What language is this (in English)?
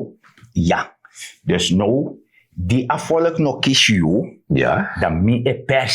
Sranan Tongo